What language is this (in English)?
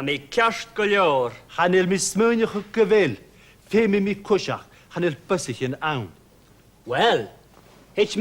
Scottish Gaelic